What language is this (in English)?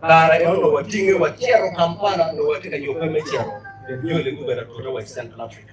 Acoli